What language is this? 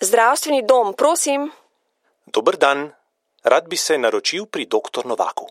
Slovenian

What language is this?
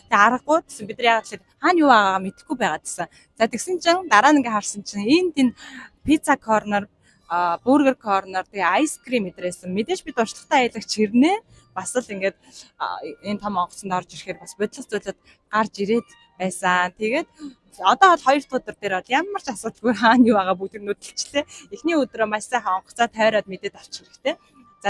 Mongolian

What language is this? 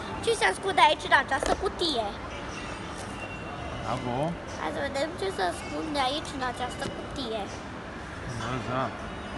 Romanian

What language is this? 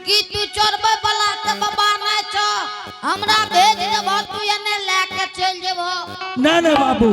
Angika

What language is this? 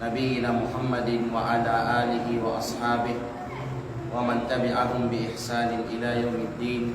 Kalagan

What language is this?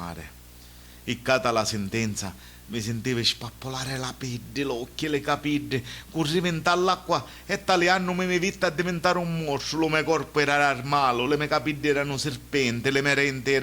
Sicilian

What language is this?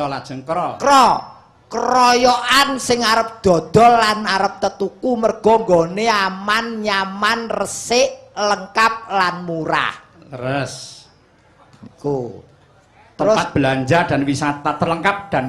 Javanese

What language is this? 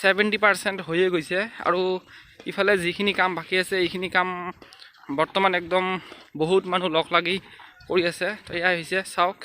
Assamese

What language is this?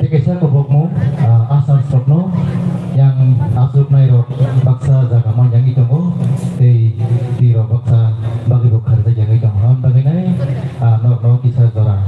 Kok Borok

